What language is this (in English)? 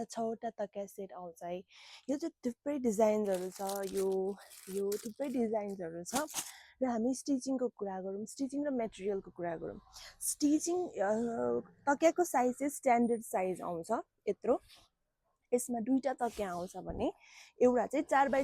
Nepali